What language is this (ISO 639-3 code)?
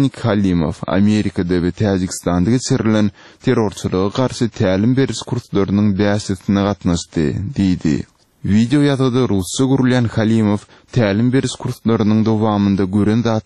tuk